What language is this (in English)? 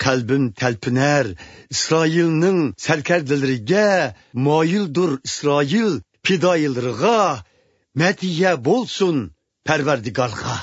Uyghur